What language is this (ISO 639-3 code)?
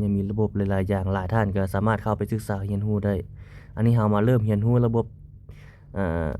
lao